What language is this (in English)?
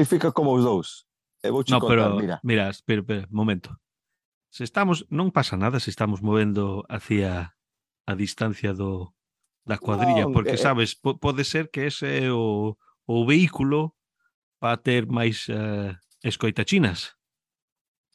Galician